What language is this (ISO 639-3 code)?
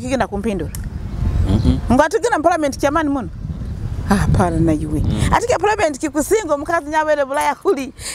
nyo